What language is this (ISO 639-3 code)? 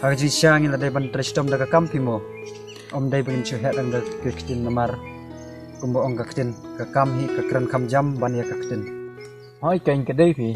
kha